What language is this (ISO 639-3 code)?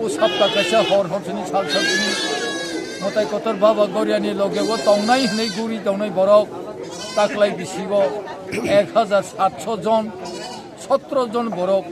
trp